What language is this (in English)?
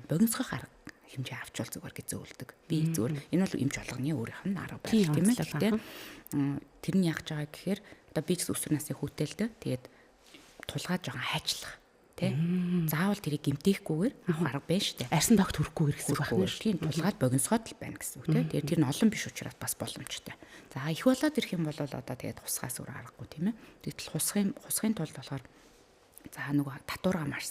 Mongolian